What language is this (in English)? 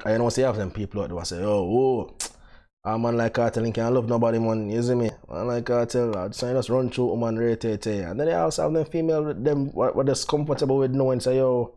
Jamaican Creole English